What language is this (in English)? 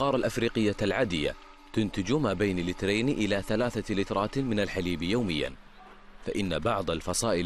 Arabic